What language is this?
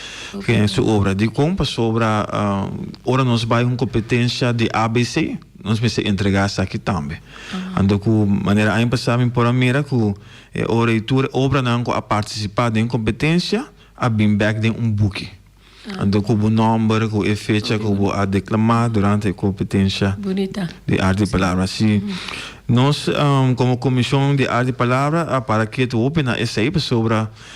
Papiamento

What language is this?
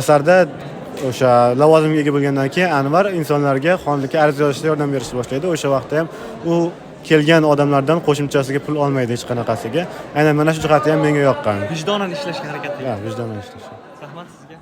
Uzbek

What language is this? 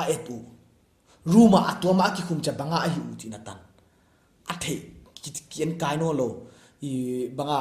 Paite Chin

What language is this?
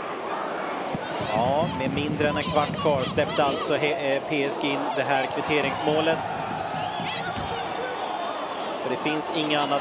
Swedish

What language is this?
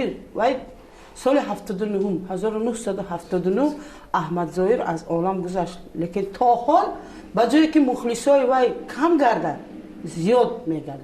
Tajik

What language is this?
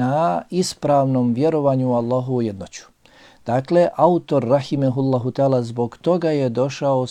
Bosnian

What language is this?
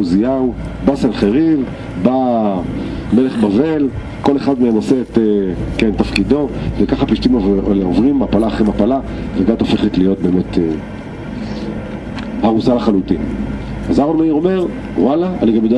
Hebrew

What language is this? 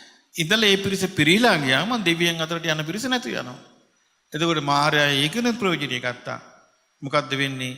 Sinhala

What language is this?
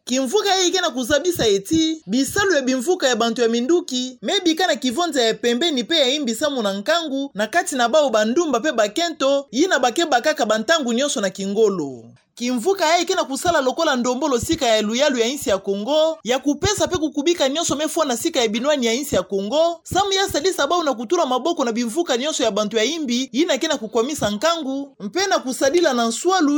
Kituba (Democratic Republic of Congo)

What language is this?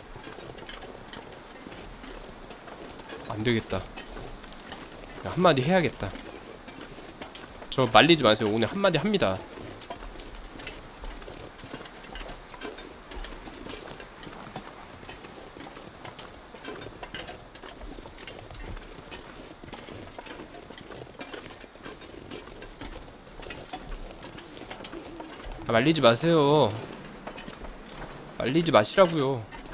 Korean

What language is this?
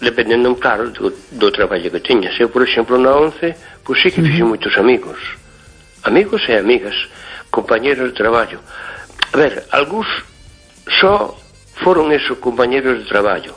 Galician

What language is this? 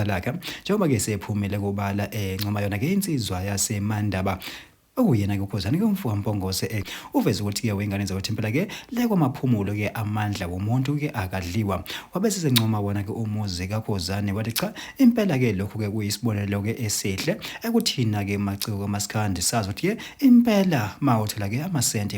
Zulu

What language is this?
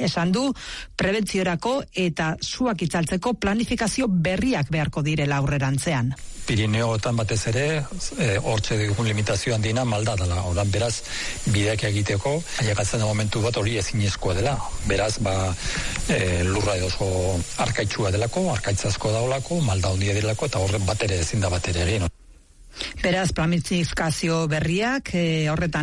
Basque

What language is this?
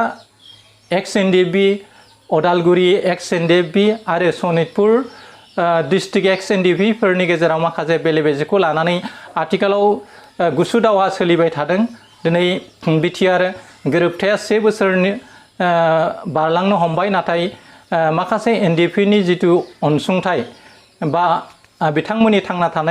Bodo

